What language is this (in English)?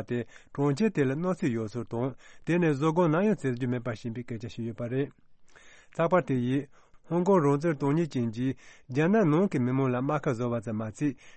Tibetan